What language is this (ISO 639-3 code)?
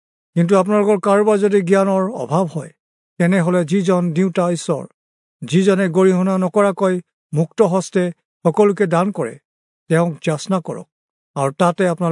asm